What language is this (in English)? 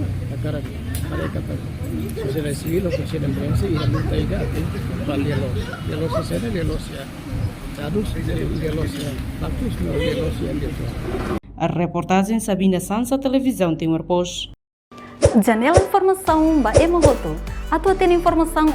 Tetum